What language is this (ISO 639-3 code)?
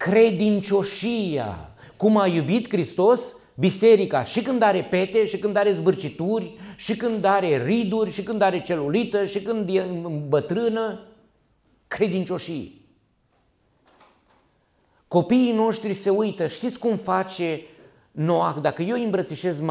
ron